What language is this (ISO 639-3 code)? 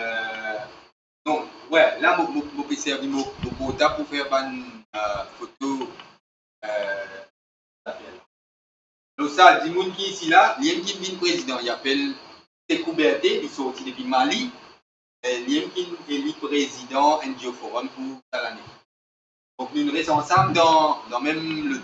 mfe